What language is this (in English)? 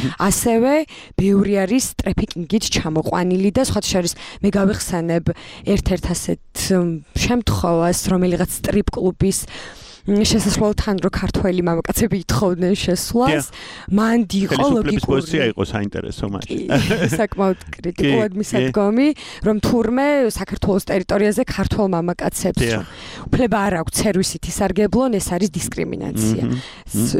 Georgian